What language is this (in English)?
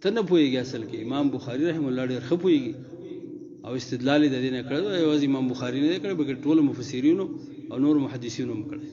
Pashto